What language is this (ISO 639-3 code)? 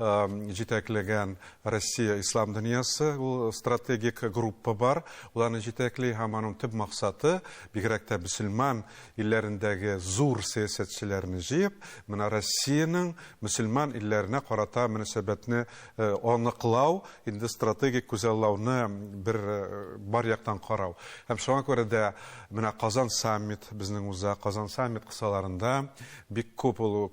tat